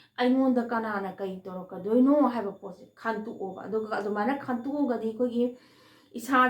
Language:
Manipuri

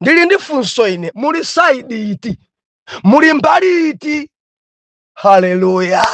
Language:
Nyanja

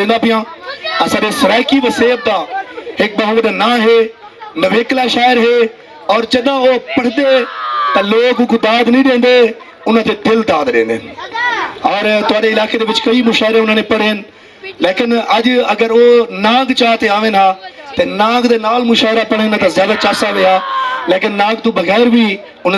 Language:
Saraiki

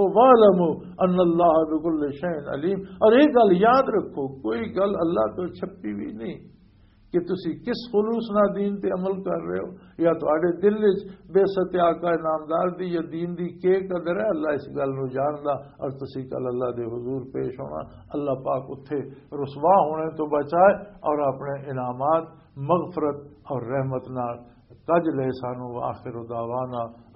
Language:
Western Panjabi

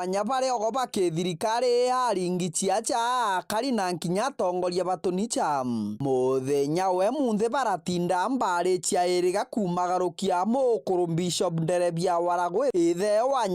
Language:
Meru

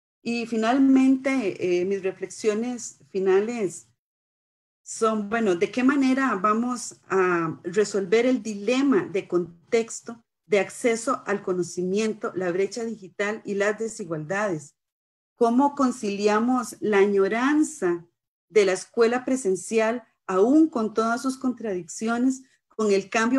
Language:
Spanish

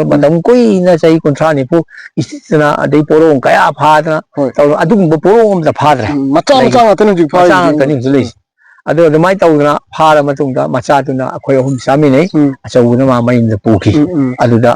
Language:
Manipuri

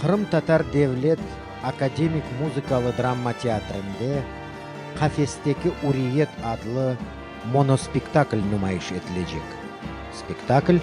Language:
Crimean Tatar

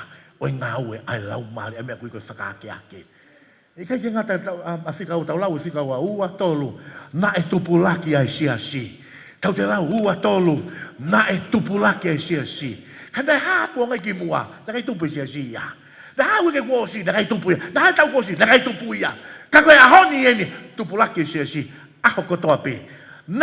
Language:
Tongan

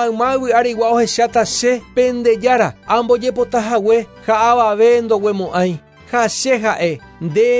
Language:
Guarani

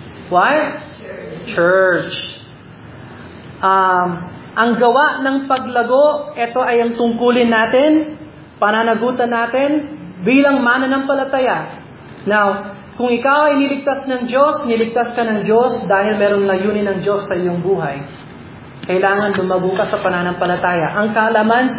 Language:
Filipino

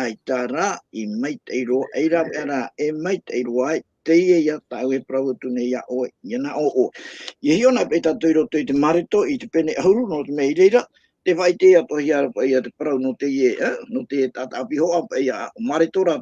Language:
Tahitian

